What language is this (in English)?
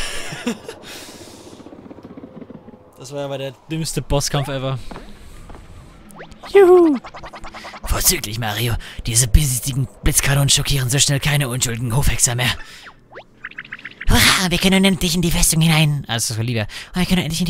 German